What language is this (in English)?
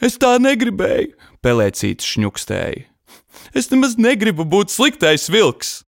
Latvian